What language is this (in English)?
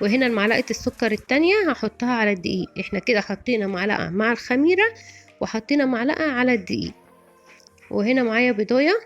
Egyptian Arabic